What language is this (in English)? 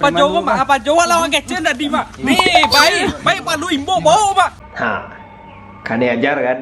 Minangkabau